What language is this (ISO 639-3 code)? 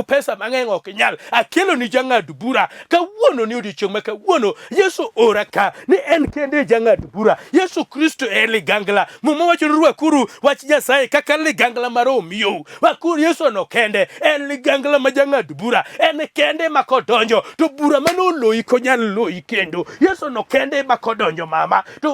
luo